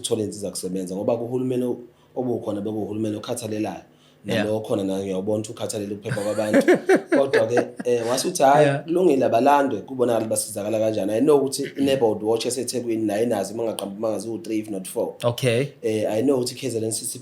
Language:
Zulu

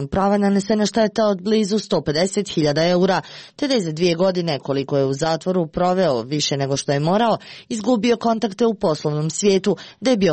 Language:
Croatian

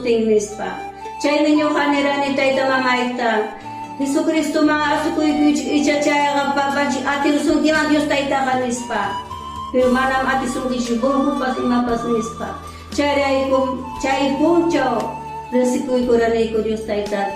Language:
Ayacucho Quechua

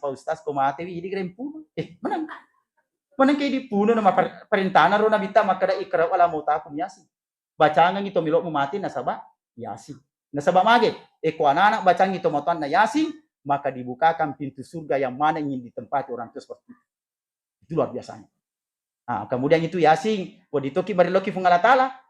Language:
Buginese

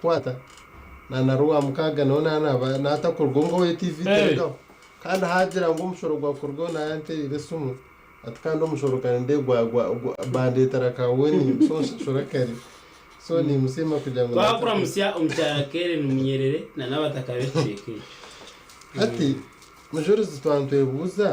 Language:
Nyankole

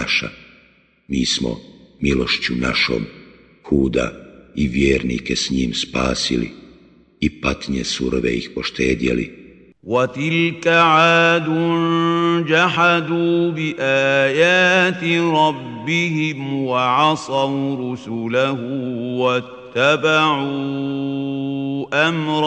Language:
Bosnian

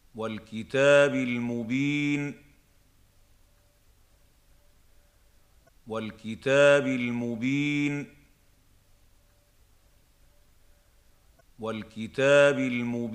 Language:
Arabic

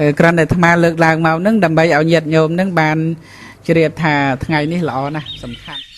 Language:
Khmer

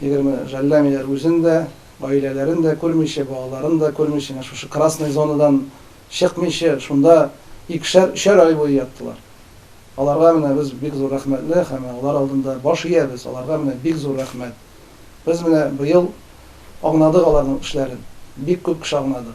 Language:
Tatar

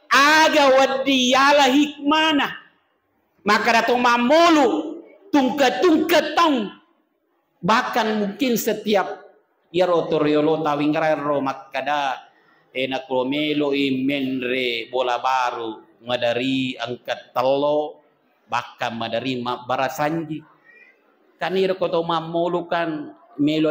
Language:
Buginese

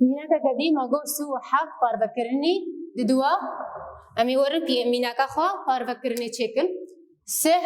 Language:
Kurdish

